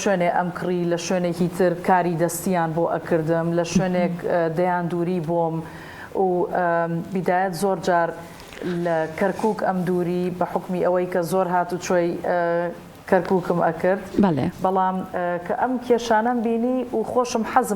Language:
Central Kurdish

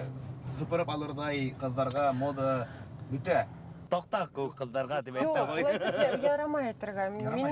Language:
Bashkir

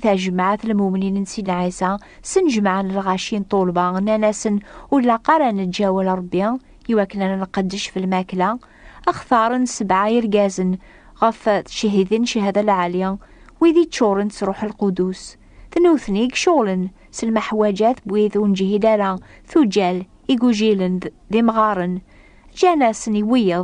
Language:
Kabyle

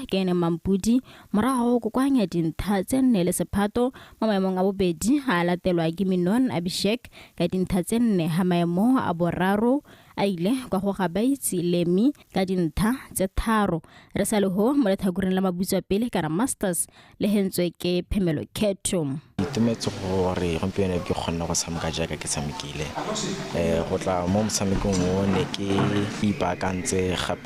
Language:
Tswana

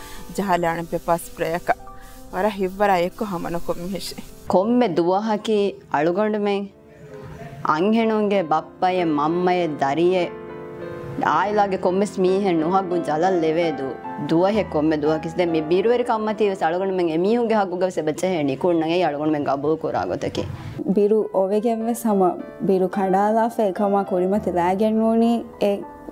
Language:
Divehi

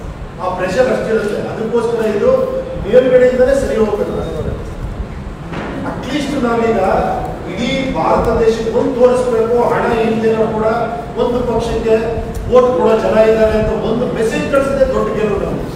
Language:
Kannada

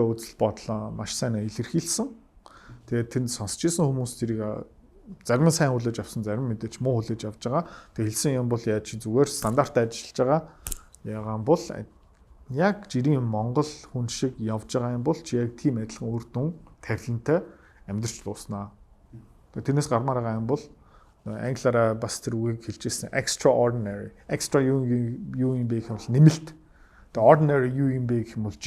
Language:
Mongolian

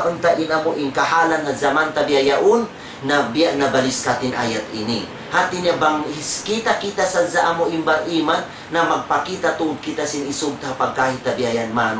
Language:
Tausug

